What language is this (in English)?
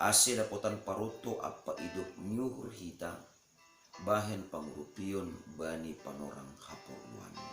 Batak Simalungun